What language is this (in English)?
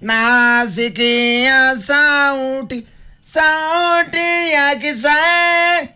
Kamba